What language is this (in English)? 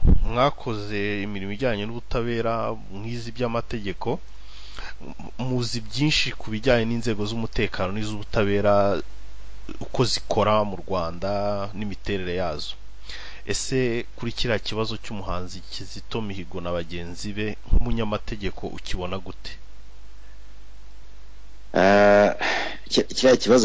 Kinyarwanda